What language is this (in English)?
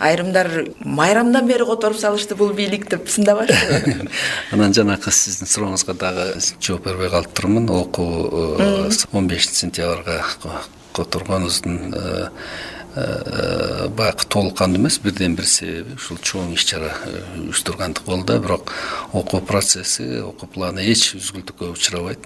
Kyrgyz